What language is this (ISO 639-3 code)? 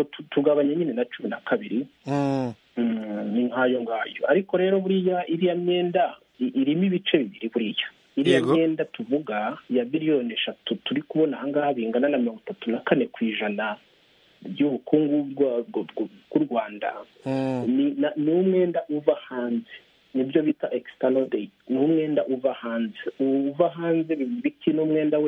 kin